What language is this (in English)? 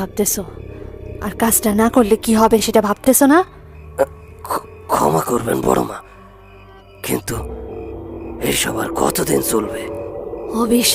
Bangla